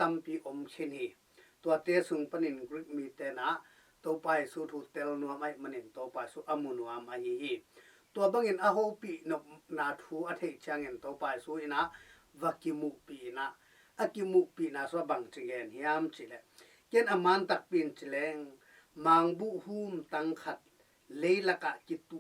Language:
Tedim Chin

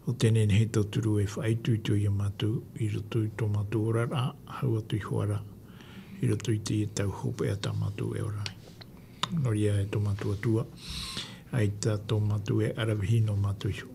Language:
Tahitian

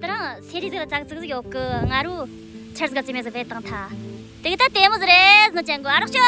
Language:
Tibetan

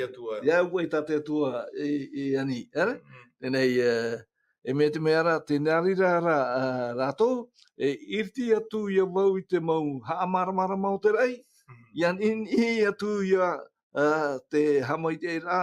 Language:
Tahitian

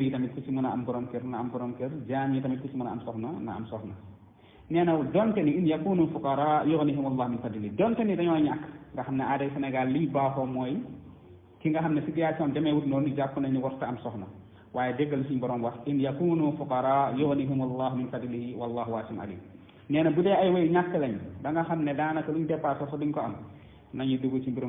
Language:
Wolof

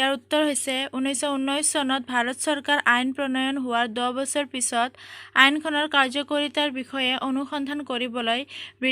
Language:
Assamese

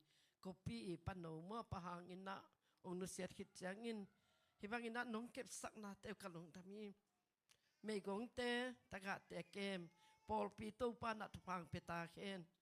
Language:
Tedim Chin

